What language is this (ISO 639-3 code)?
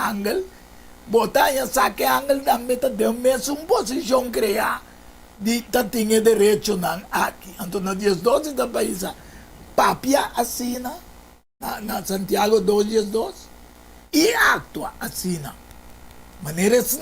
pap